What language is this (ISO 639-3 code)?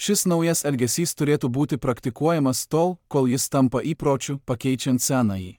lit